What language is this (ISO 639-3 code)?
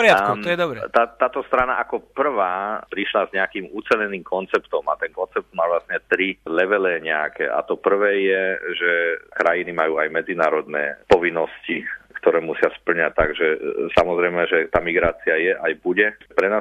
slk